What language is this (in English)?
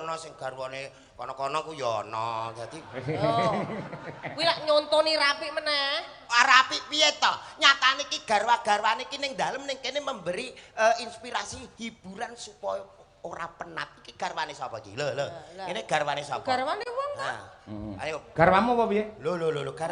Javanese